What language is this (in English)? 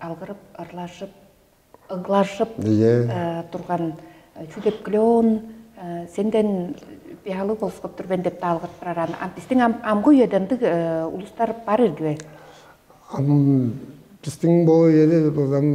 Tuvinian